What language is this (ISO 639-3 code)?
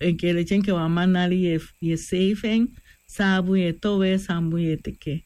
srn